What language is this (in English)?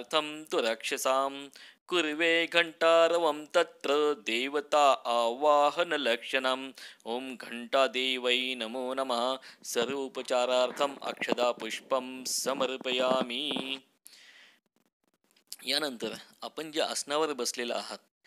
Marathi